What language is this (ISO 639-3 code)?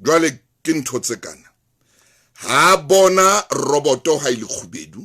sot